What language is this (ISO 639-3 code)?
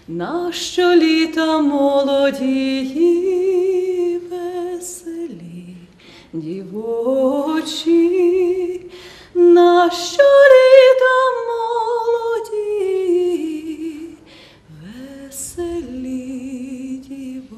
ukr